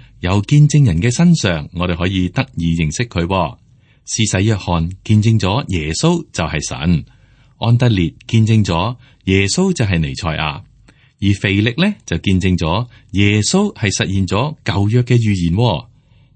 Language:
Cantonese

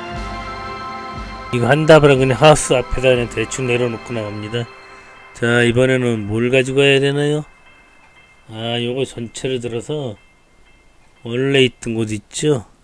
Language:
Korean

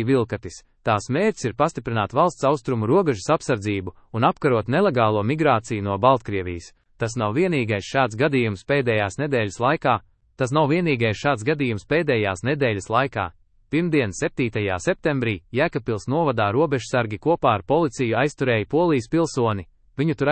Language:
Latvian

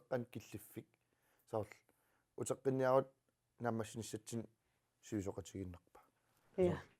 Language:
Kalaallisut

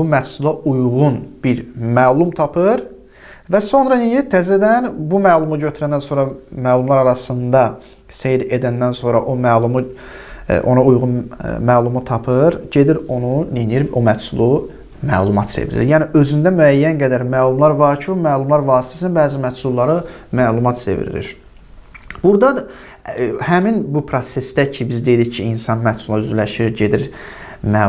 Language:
Azerbaijani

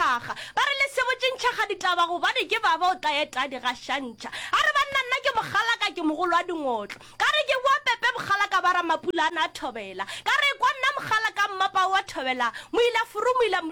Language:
Northern Sotho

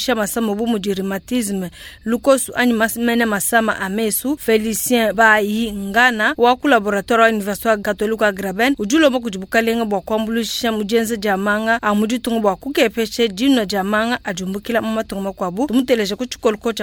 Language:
Luba-Lulua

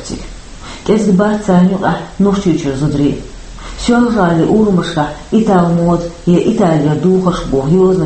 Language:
Chechen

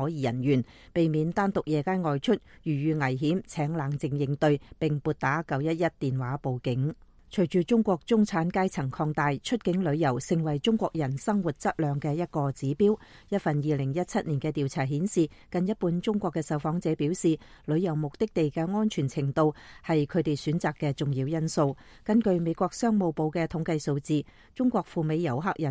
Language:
Cantonese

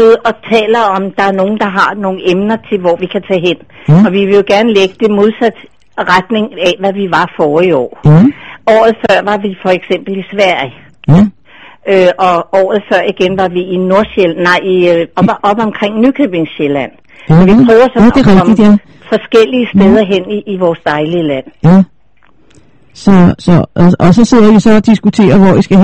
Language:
Danish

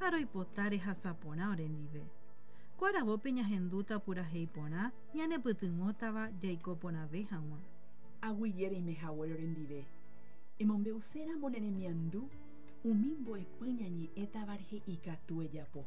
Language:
Guarani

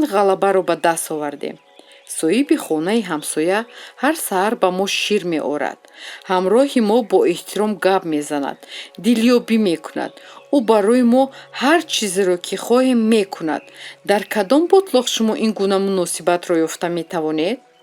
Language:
Tajik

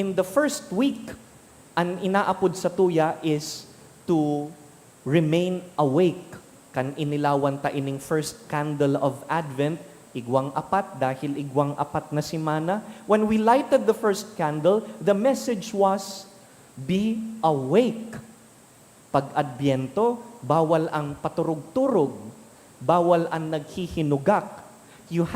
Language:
Bikol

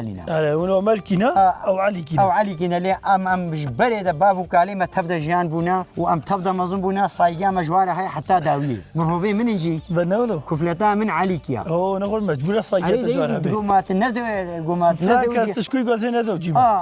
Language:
Kurdish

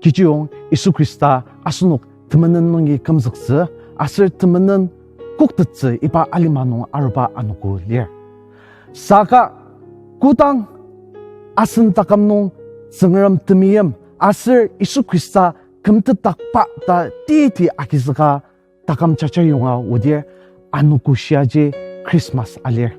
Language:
Ao Naga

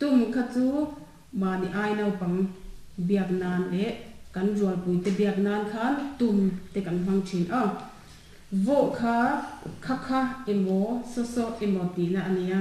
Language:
Mizo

